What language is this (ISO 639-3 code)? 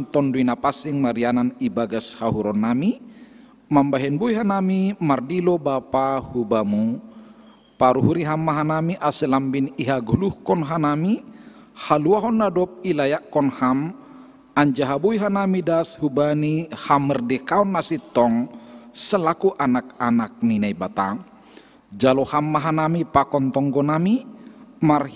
bts